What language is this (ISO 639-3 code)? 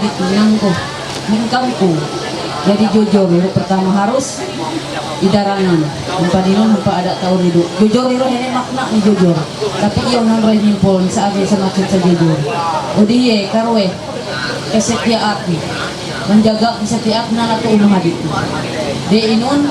mhy